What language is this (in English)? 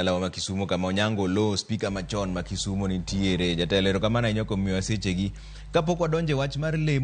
Luo (Kenya and Tanzania)